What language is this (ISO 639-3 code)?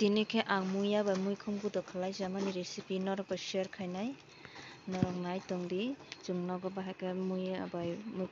trp